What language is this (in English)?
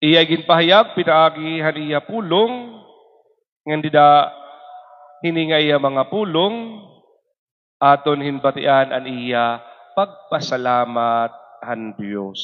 Waray